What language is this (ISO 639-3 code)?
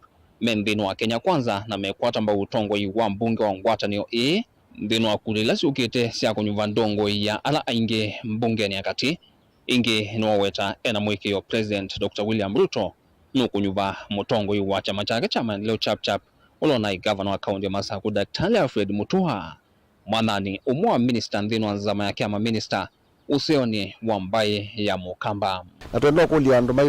kam